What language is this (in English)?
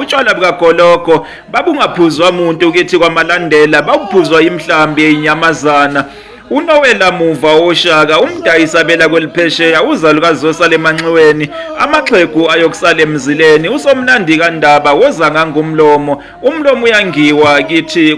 Zulu